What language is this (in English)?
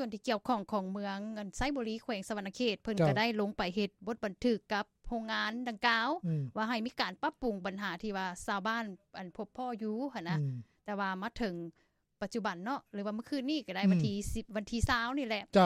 Lao